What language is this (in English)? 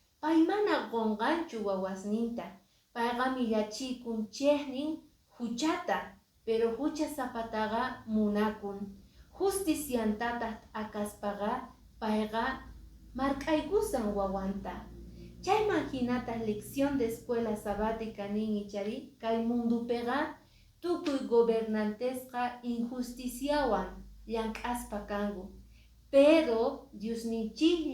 Quechua